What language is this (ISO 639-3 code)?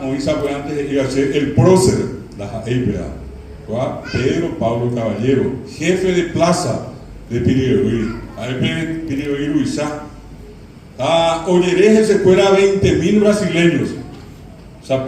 grn